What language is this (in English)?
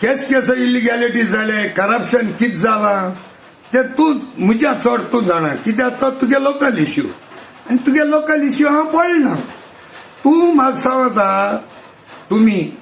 Konkani